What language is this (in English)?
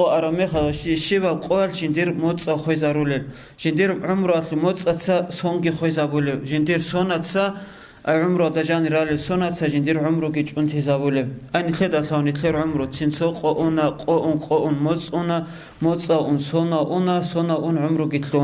Avaric